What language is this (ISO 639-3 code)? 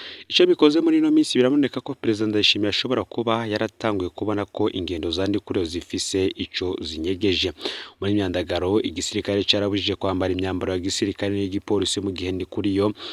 run